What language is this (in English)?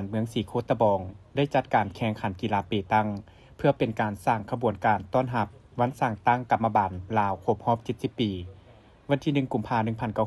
Lao